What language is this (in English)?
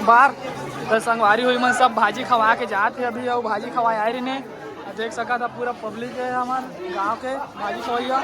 Chhattisgarhi